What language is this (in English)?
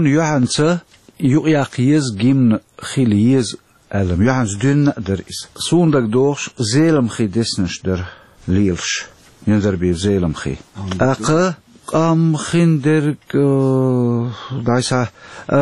Chechen